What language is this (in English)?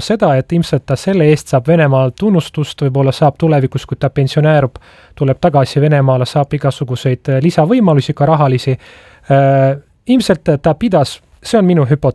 Estonian